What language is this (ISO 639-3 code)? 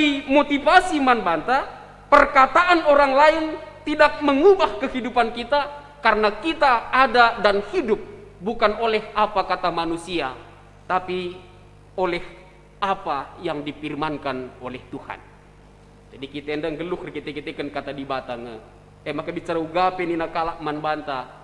btx